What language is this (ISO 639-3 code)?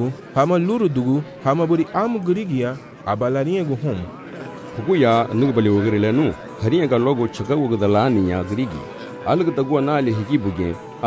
cab